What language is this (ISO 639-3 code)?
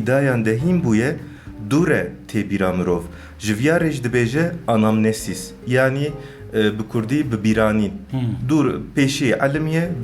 kur